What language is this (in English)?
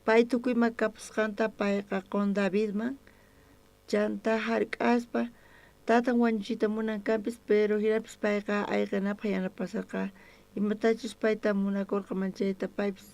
South Bolivian Quechua